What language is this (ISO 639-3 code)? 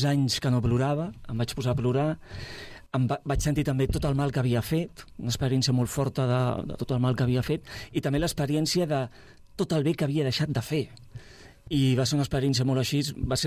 cat